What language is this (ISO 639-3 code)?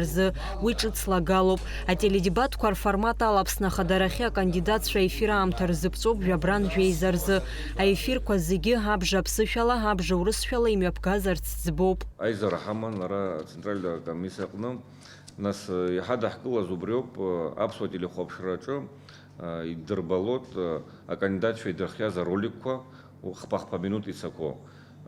abk